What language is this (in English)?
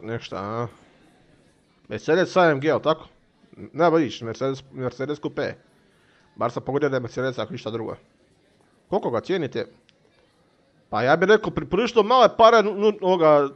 Croatian